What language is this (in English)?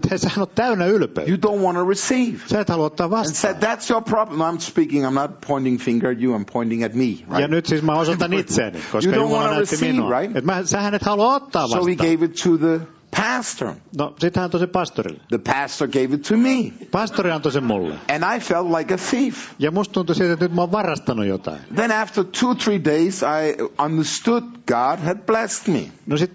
Finnish